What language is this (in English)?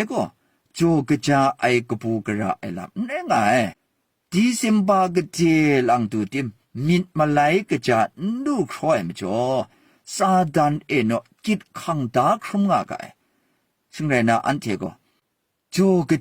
Kachin